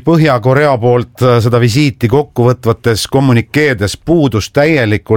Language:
Estonian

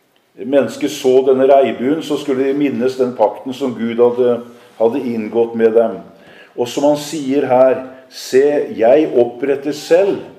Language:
Norwegian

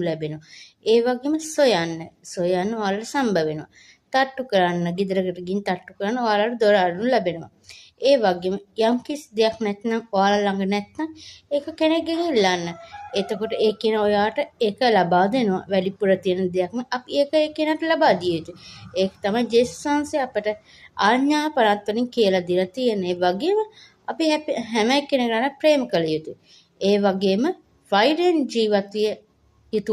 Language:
Sinhala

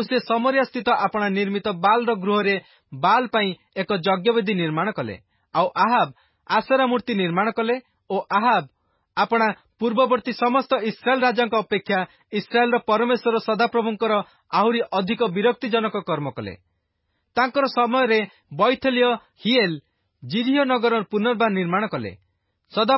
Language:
Odia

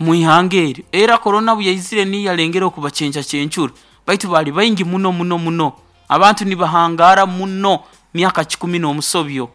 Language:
Nyoro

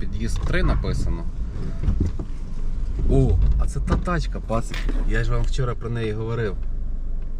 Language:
Ukrainian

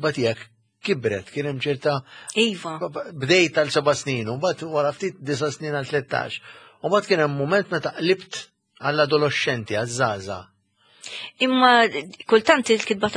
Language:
Maltese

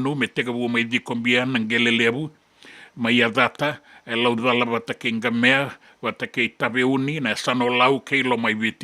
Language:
Fijian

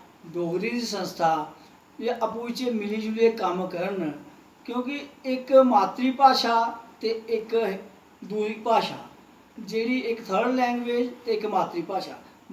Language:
Dogri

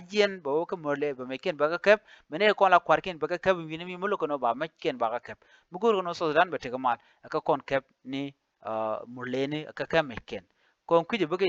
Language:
Nuer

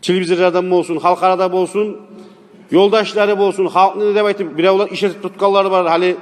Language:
Kumyk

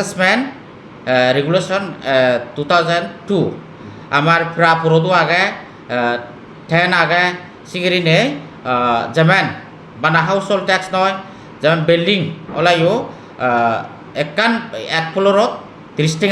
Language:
Chakma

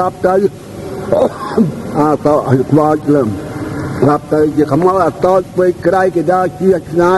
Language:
Khmer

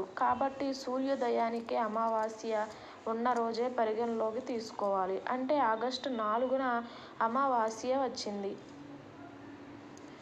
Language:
Telugu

